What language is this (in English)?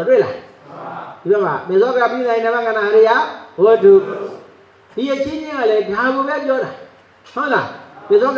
Burmese